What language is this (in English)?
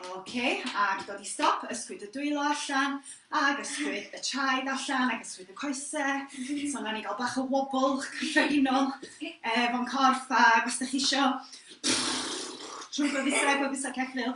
Welsh